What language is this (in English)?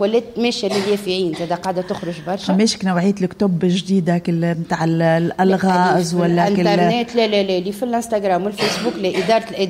Tunisian Arabic